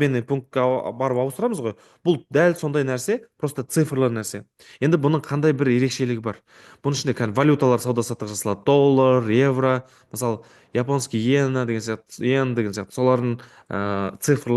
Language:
Kazakh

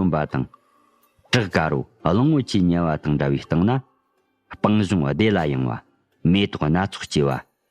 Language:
Tibetan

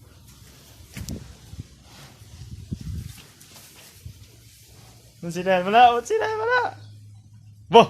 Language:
Lao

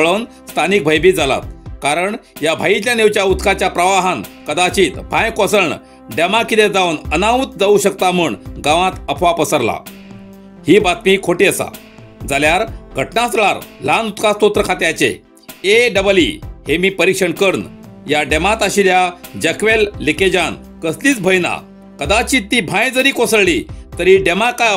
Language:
Konkani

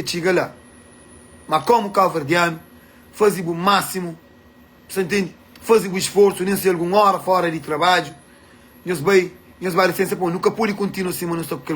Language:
Kabuverdianu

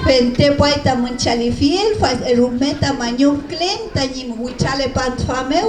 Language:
Mapuche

